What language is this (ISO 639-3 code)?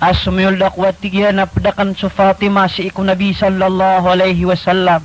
mrw